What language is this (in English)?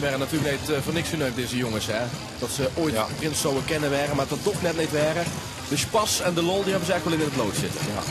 Limburgish